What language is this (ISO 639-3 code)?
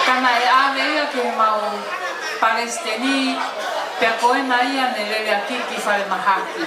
ton